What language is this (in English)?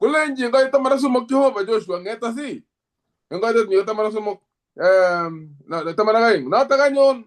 Kalenjin